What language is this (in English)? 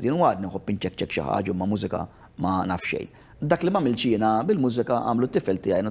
Maltese